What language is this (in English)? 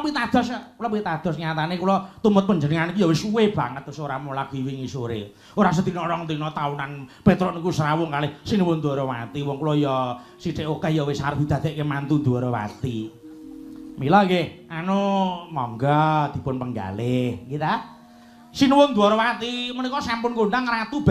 Javanese